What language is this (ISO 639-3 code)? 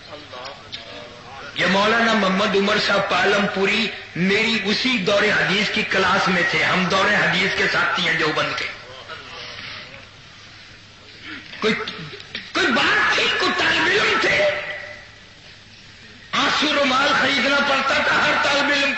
urd